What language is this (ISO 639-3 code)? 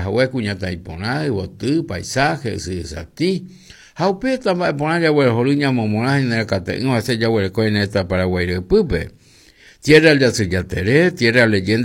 grn